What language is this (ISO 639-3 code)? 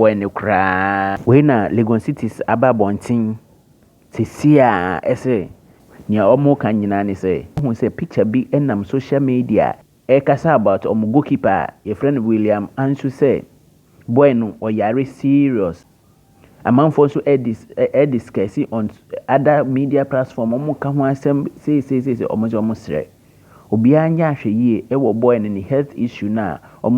aka